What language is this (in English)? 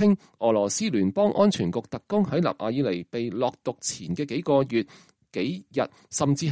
Cantonese